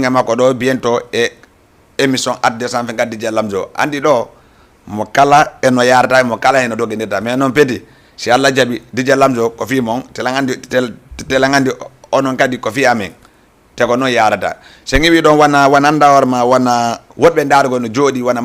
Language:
Fula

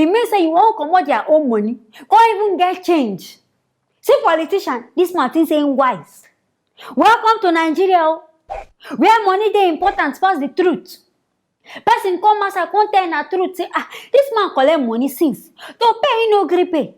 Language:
Nigerian Pidgin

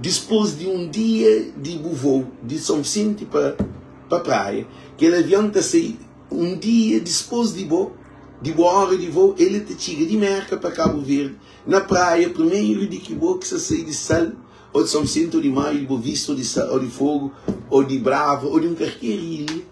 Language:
Kabuverdianu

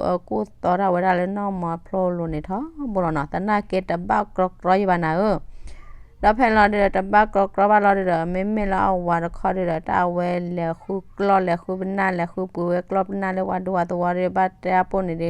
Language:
S'gaw Karen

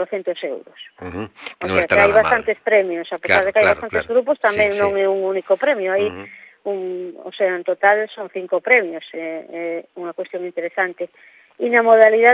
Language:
Galician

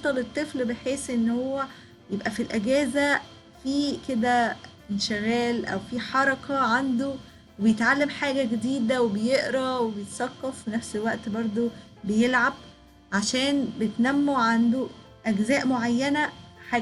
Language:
Egyptian Arabic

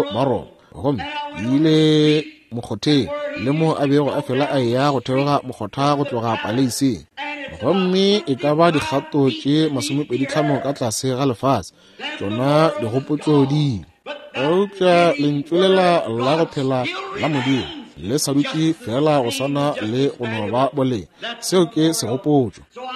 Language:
Northern Sotho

